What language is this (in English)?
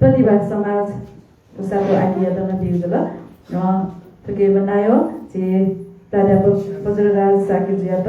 Newari